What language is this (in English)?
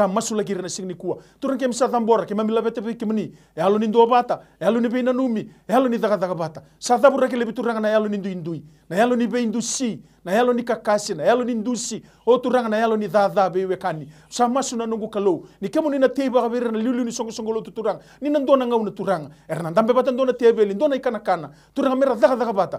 Fijian